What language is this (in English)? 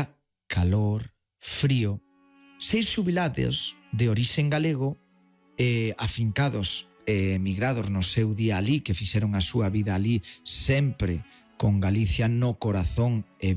Galician